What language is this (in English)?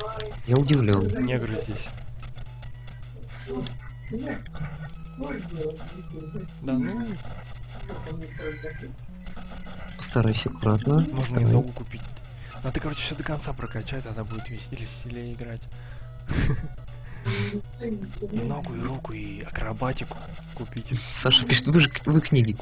Russian